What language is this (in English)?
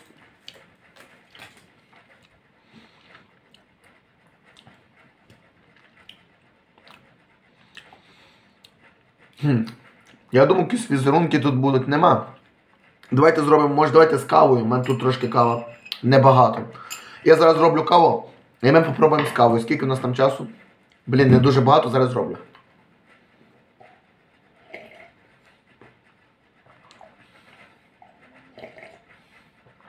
Ukrainian